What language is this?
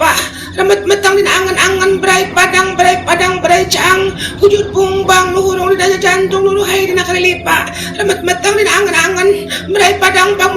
Sundanese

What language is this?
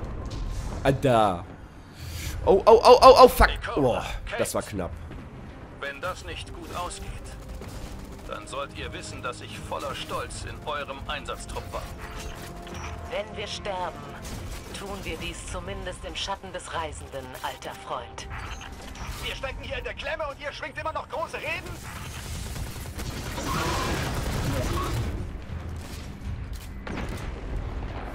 German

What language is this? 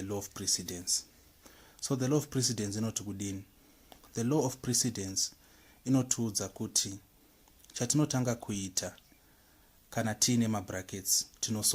Shona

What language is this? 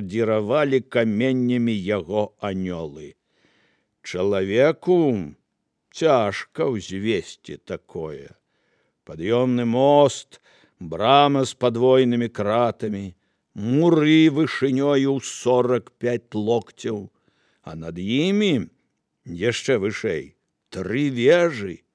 Belarusian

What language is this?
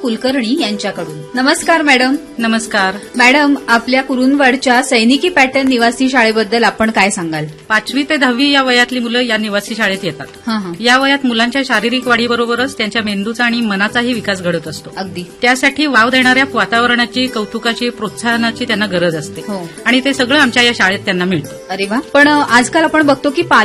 Marathi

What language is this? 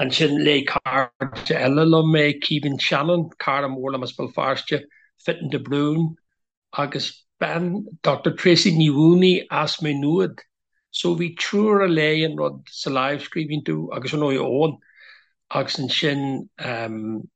Irish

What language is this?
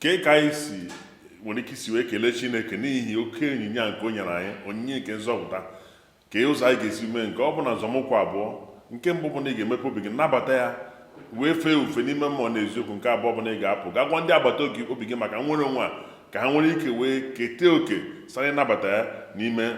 Igbo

